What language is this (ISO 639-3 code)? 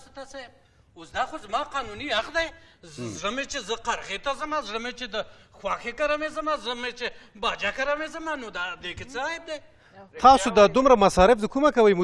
pus